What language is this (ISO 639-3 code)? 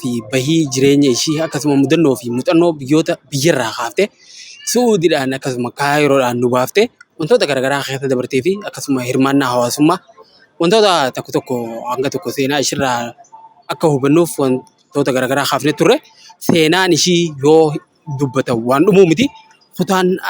orm